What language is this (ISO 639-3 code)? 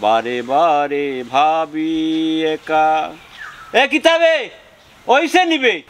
syl